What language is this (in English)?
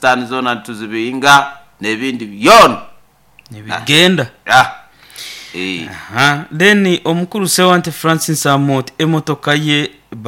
Nyoro